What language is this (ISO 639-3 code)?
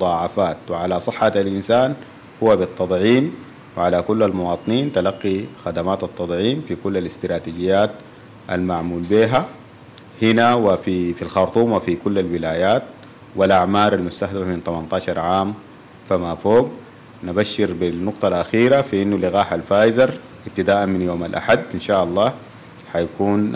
apd